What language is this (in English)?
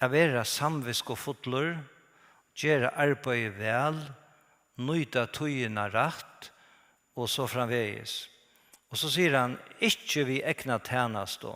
Faroese